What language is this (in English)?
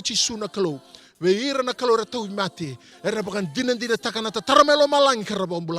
Fijian